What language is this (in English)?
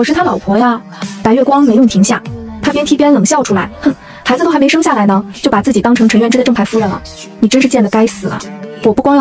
Chinese